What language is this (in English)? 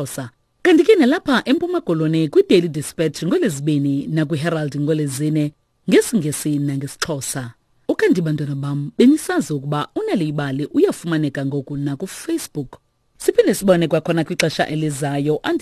Xhosa